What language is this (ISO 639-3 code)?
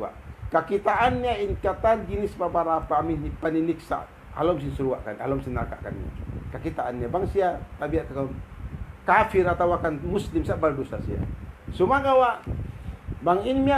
tsg